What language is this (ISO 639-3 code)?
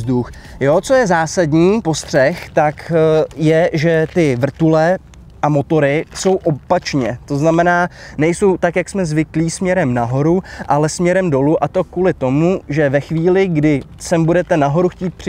ces